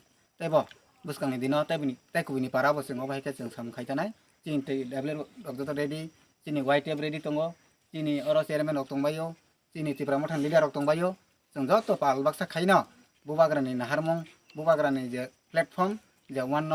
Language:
Kok Borok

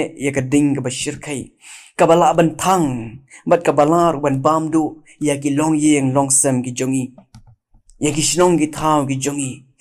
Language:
Khasi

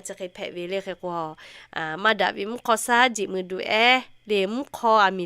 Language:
Lahu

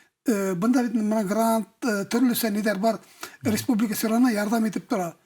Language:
Bashkir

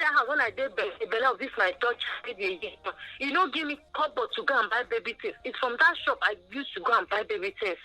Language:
Nigerian Pidgin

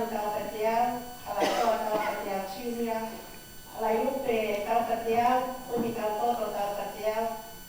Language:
Tongan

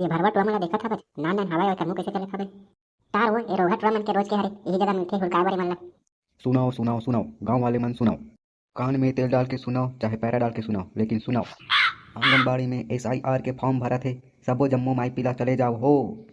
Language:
Chhattisgarhi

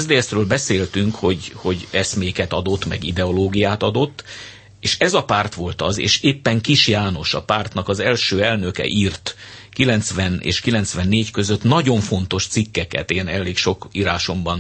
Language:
Hungarian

